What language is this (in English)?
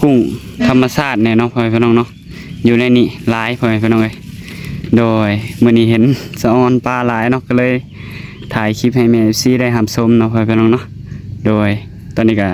Northeastern Thai